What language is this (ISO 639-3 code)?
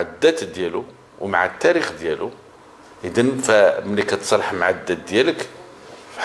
ary